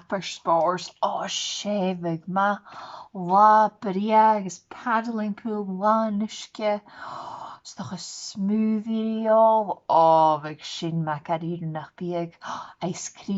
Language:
Scottish Gaelic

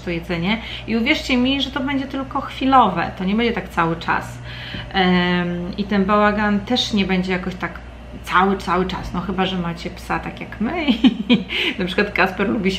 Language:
Polish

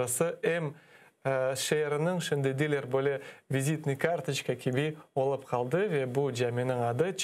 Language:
Crimean Tatar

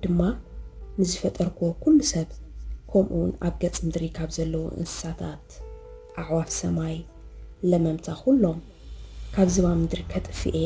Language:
Tigrinya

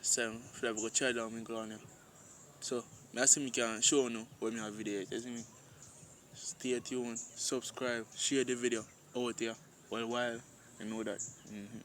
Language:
Jamaican Creole English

